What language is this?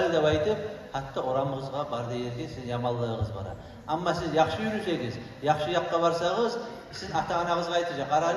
Kumyk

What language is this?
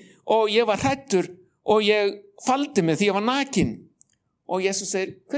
Icelandic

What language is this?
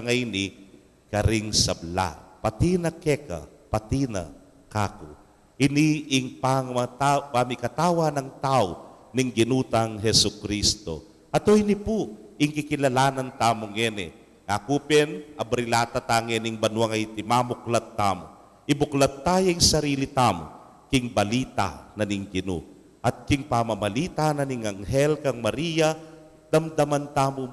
Pampanga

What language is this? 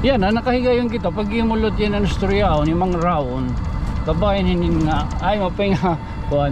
Waray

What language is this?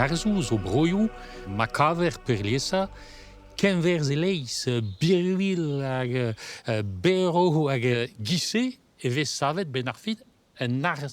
Breton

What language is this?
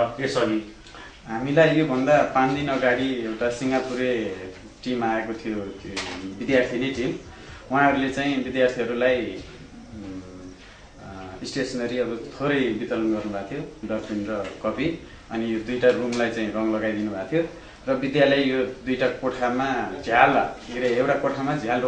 Nepali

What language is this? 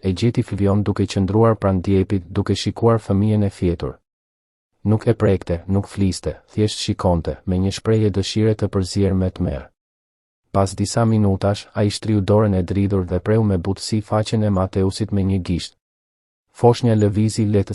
Albanian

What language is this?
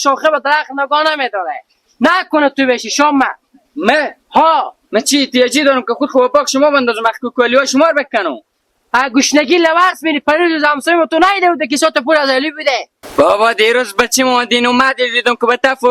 Hazaragi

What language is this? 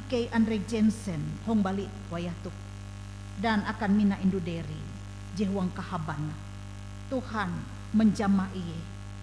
Ngaju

